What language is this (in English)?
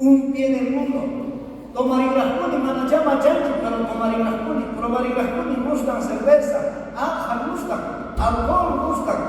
South Bolivian Quechua